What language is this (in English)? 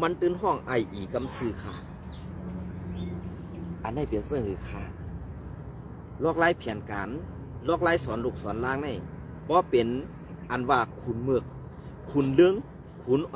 Shan